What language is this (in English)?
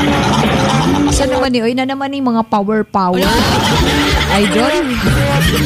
Cebuano